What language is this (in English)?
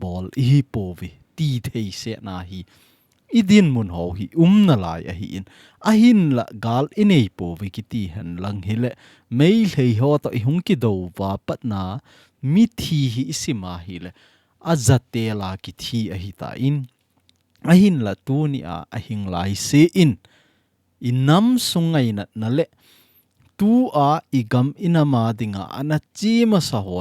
Thado Chin